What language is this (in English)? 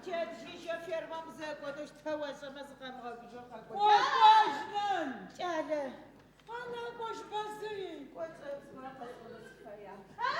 Adyghe